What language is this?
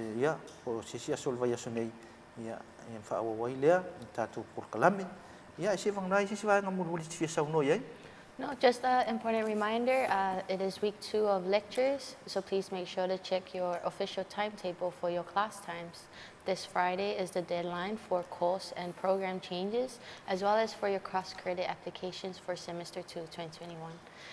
Samoan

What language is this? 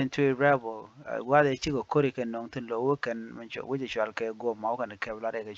Nuer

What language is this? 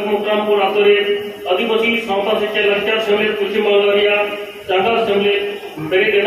Santali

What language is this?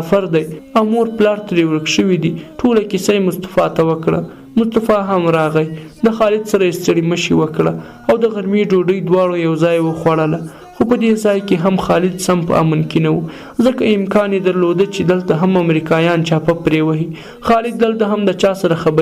Pashto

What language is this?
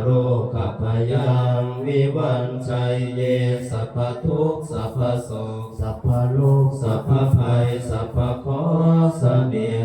Pali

